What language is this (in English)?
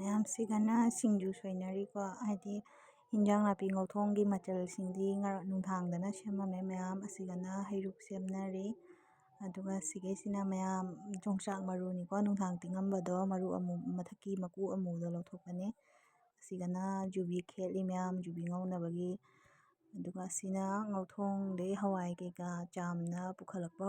Manipuri